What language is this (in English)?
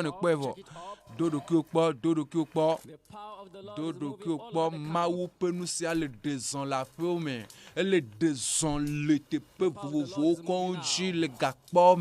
Ewe